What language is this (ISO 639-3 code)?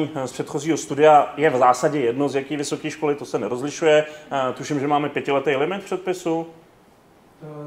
ces